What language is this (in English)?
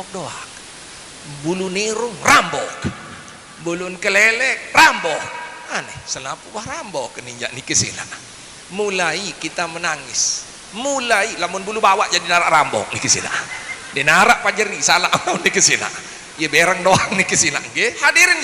Sasak